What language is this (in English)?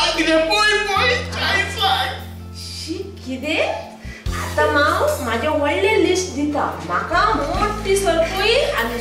Konkani